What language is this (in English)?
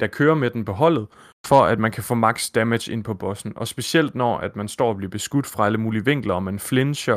Danish